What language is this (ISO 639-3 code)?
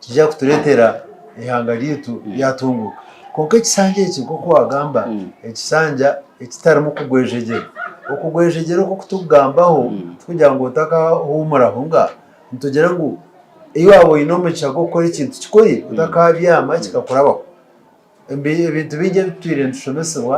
nyn